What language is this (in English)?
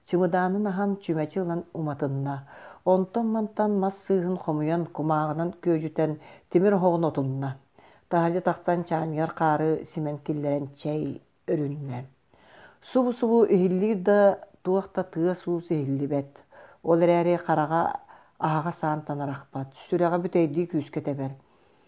Yakut